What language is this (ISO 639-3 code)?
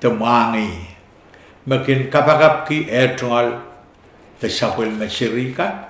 pon